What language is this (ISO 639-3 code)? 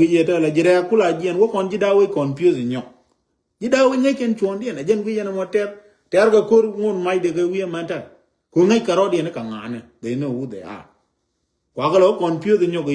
nus